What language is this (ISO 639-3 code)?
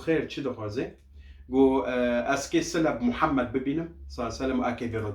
kur